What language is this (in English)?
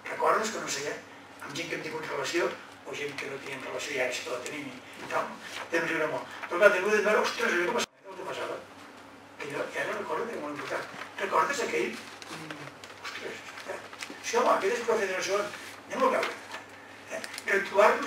Catalan